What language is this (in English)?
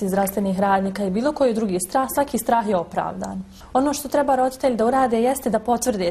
Bosnian